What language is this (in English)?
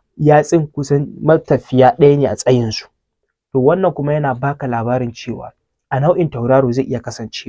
Hausa